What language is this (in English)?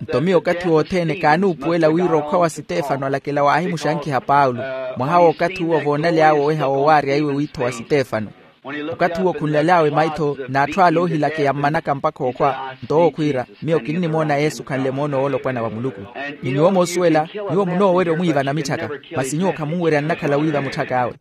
Makhuwa